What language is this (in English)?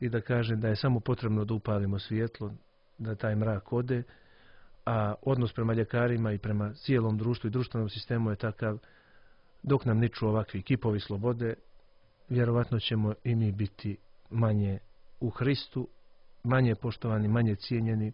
Serbian